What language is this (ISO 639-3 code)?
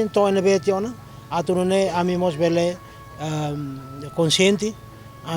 tet